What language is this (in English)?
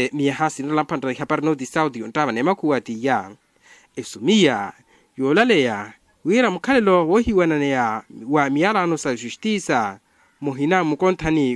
Makhuwa